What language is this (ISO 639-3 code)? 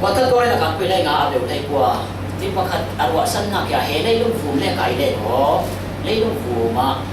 cfm